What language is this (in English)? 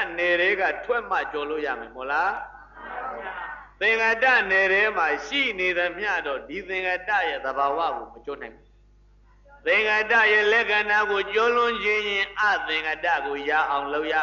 Burmese